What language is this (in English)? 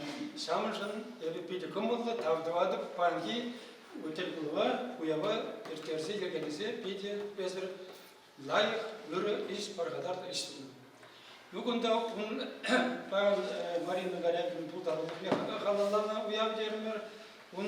Chuvash